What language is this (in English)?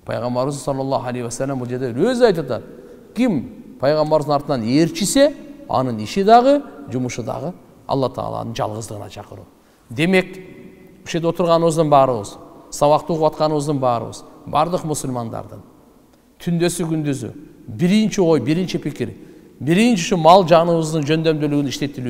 Kyrgyz